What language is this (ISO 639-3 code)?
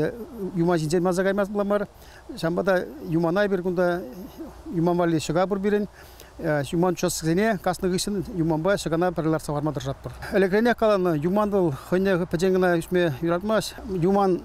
chv